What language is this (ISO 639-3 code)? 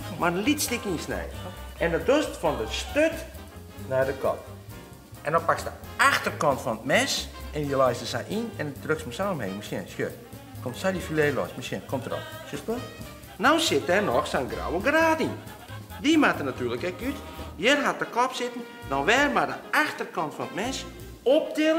fry